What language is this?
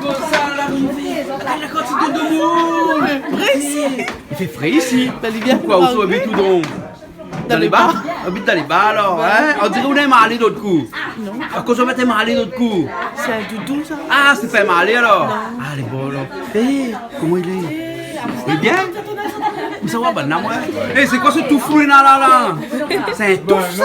Réunion Creole French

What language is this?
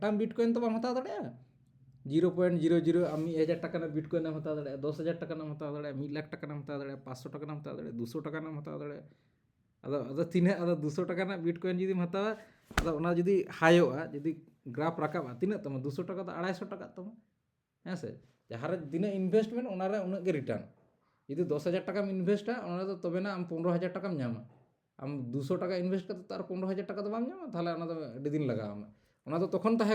Santali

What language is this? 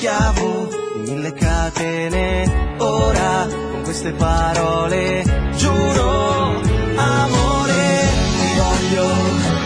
Italian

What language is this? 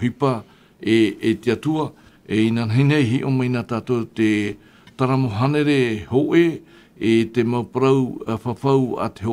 Tahitian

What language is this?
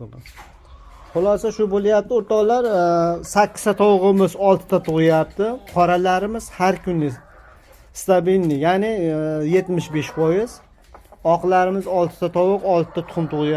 Uzbek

